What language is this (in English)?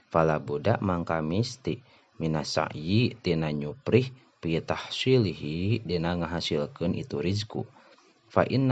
Sundanese